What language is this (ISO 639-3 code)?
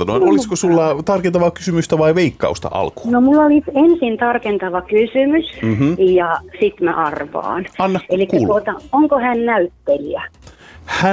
fin